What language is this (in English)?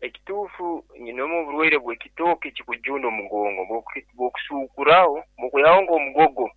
Nyoro